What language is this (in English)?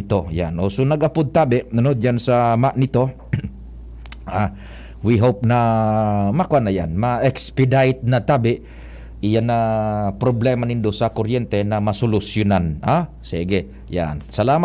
Bikol